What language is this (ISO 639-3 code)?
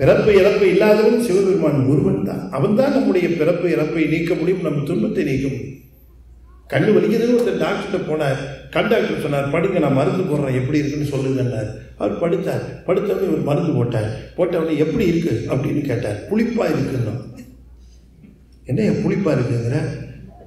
tam